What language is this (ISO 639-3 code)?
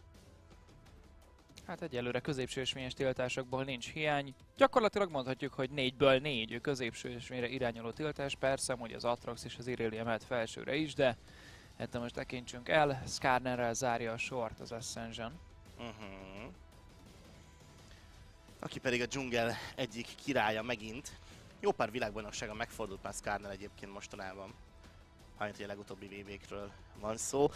hun